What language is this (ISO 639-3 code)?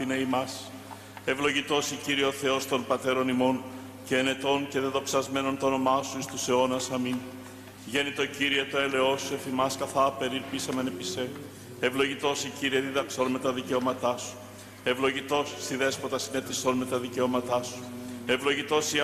ell